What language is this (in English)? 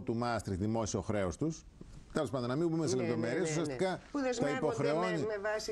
Greek